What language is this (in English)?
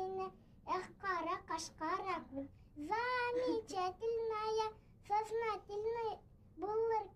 Bashkir